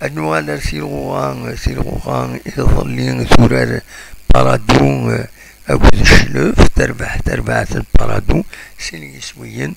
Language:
Kabyle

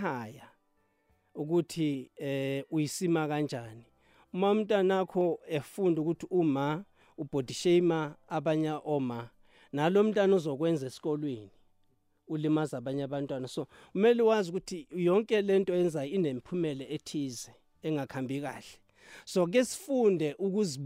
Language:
South Ndebele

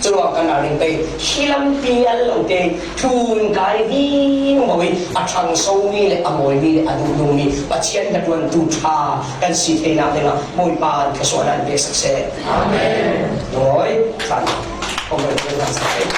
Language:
Falam Chin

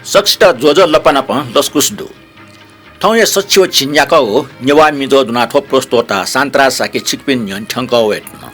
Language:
Newari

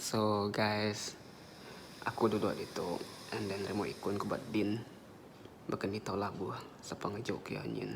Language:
Iban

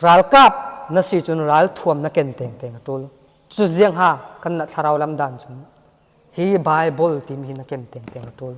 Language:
Falam Chin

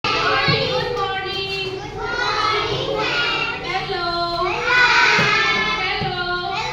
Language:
Assamese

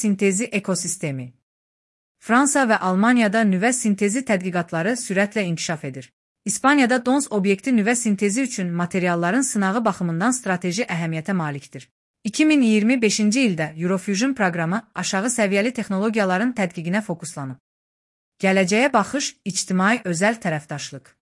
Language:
Azerbaijani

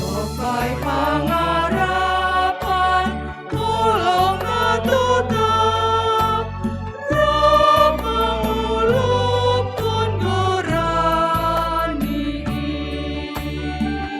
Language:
Batak Simalungun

